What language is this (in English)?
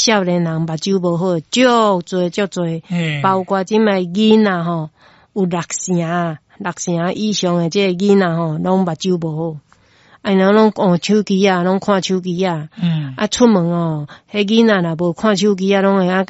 Min Nan Chinese